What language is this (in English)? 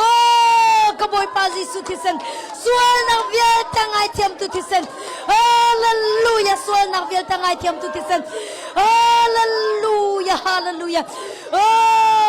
Hakha Chin